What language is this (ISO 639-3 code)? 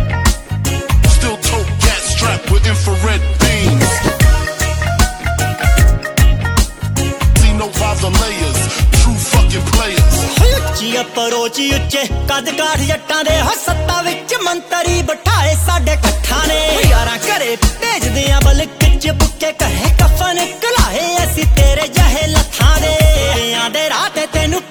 pan